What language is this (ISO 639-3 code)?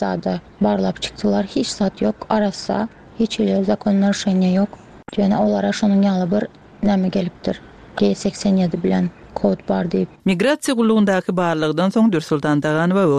tuk